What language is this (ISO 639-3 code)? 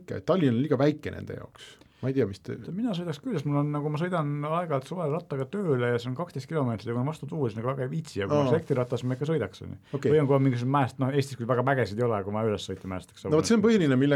est